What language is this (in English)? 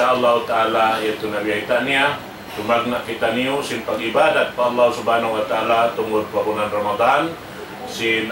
Tausug